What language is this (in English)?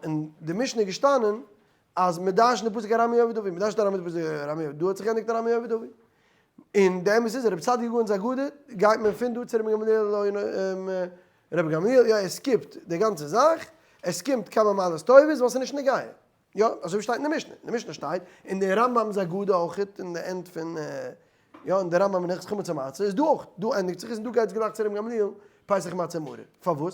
Yiddish